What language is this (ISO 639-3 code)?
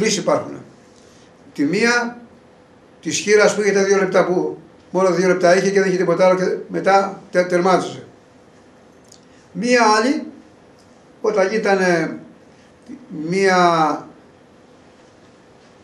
ell